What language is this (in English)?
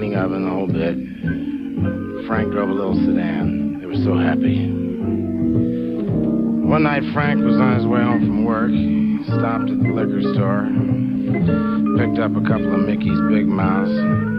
English